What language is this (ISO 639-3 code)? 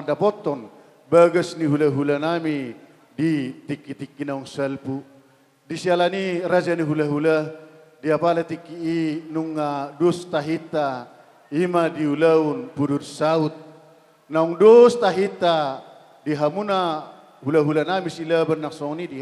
bbc